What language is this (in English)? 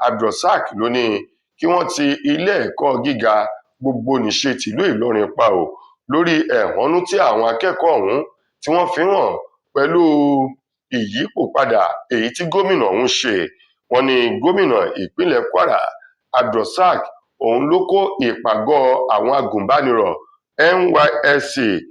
Yoruba